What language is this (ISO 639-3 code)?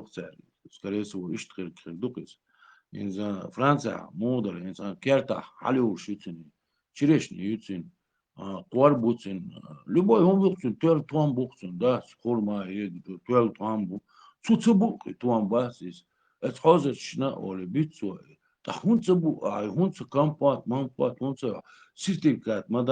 che